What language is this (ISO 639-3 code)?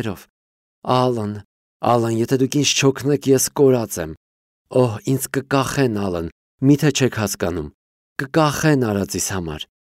hye